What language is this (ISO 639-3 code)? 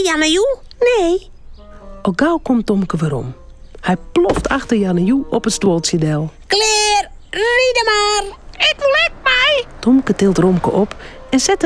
fry